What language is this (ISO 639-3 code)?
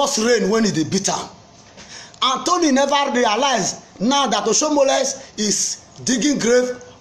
pcm